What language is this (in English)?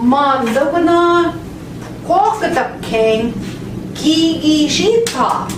Central Ojibwa